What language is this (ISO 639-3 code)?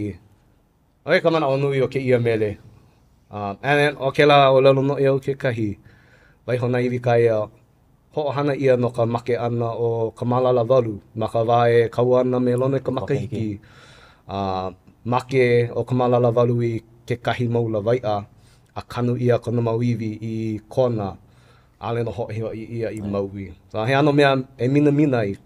haw